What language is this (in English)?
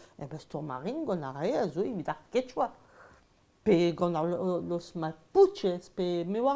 Breton